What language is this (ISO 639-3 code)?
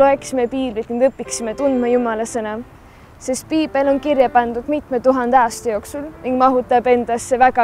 est